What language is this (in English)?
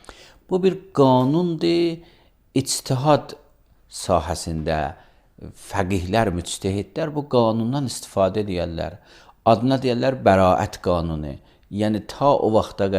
Azerbaijani